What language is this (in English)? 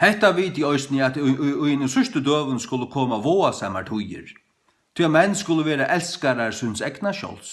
Faroese